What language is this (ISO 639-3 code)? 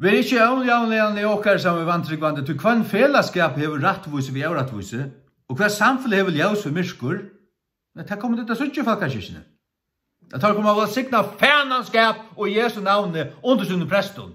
fao